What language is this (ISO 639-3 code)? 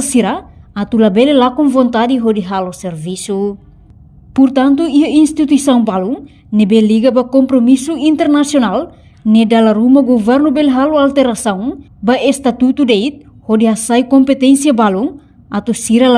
tet